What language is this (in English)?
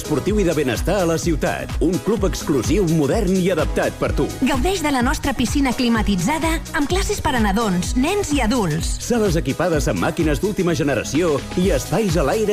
Catalan